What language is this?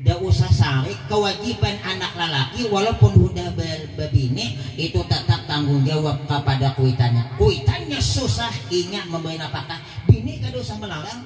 Banjar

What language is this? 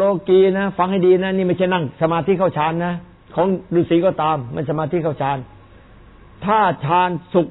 Thai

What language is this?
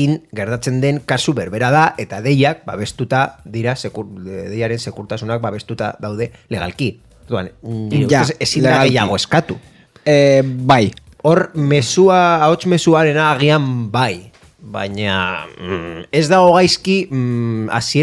Basque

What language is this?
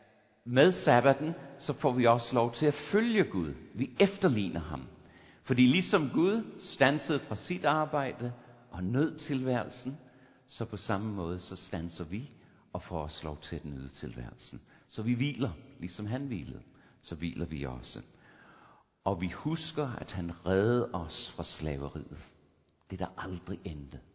Danish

